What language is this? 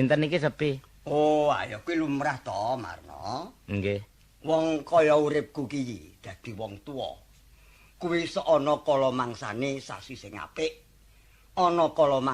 Javanese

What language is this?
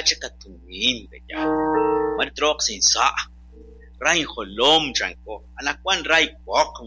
Kekchí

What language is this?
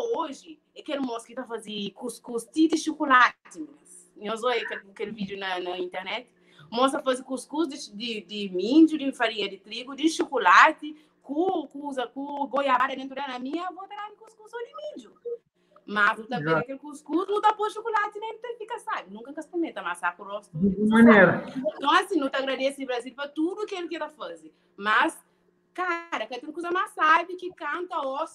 Kabuverdianu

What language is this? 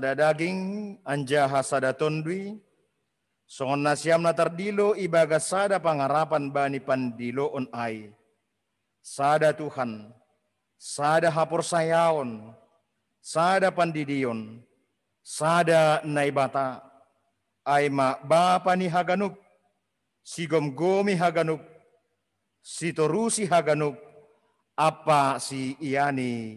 Batak Simalungun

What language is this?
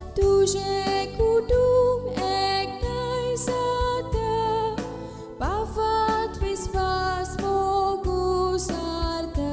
Konkani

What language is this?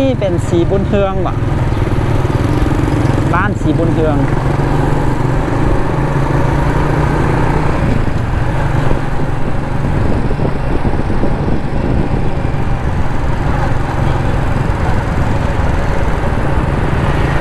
Thai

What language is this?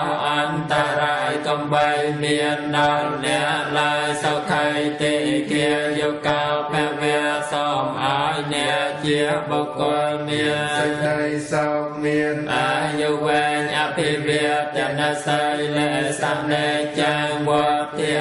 Khmer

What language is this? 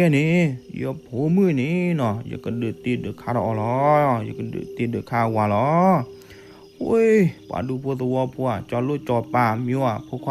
S'gaw Karen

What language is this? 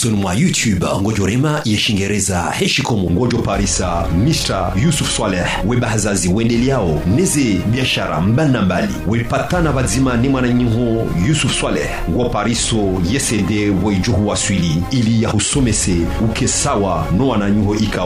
Ngazidja Comorian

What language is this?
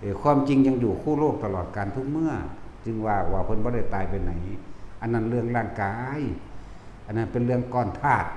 Northeastern Thai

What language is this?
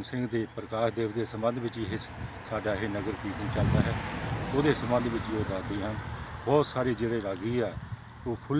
Punjabi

